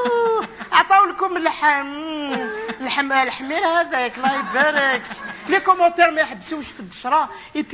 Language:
Moroccan Arabic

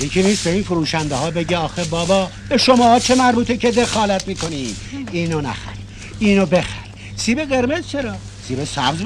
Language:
Persian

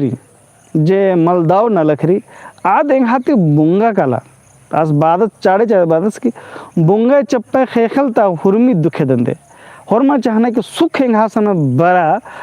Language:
Kurukh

